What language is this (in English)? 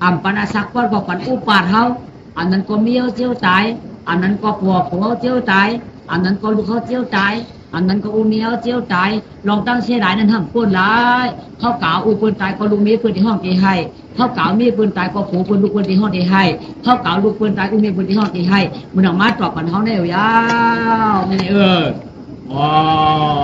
Shan